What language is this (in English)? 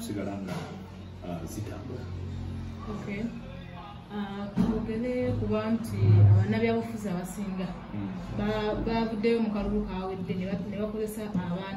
Ganda